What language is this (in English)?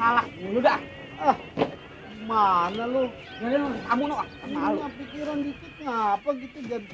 Betawi